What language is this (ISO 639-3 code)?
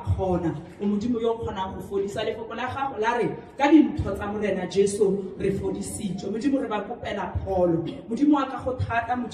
tsn